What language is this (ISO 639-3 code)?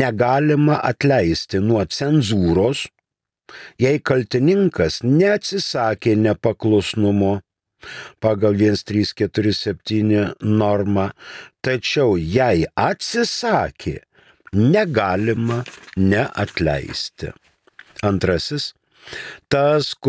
lit